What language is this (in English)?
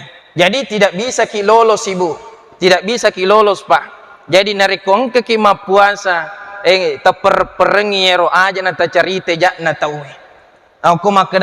Buginese